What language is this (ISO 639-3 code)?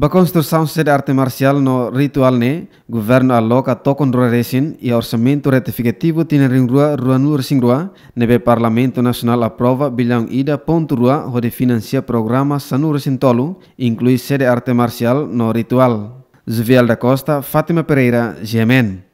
tet